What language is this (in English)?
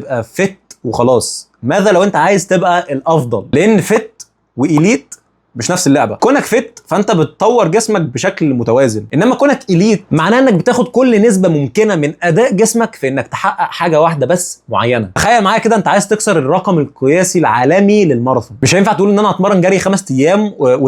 Egyptian Arabic